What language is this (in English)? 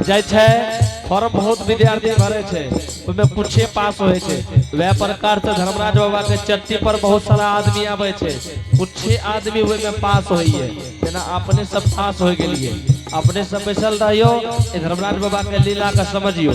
Angika